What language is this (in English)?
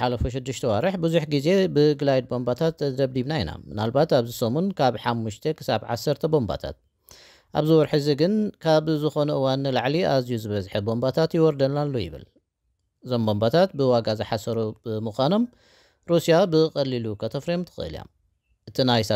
Tigrinya